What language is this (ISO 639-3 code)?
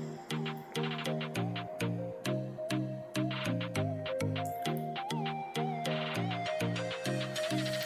mal